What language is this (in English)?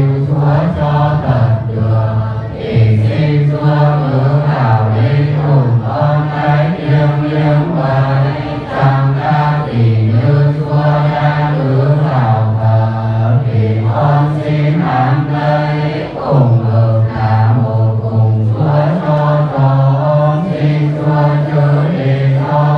Vietnamese